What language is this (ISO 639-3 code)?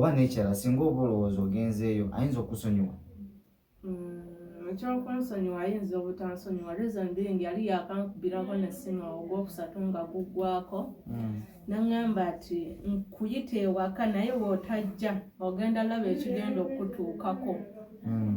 lug